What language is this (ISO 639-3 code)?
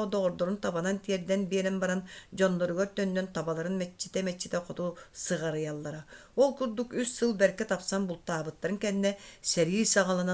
sah